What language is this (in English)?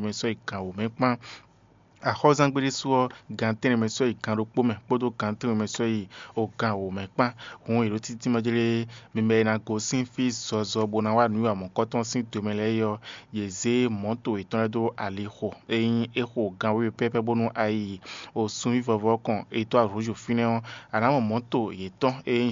Fon